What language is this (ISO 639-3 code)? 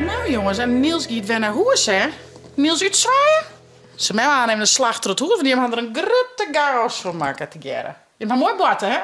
fry